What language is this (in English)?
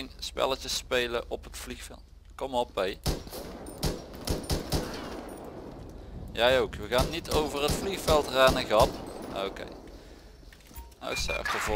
Dutch